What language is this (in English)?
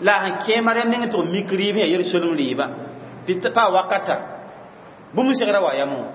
Mossi